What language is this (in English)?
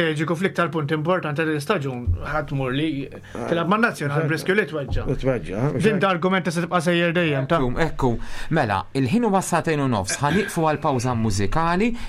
Maltese